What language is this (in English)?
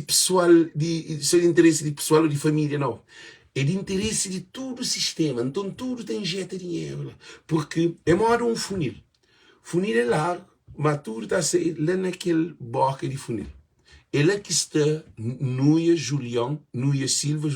Kabuverdianu